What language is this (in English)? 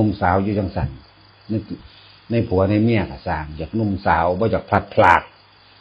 Northeastern Thai